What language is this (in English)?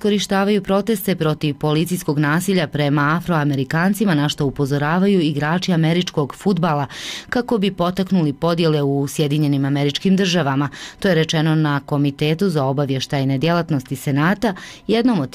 Croatian